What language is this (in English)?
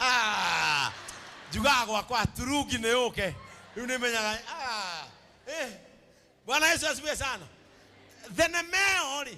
Kikuyu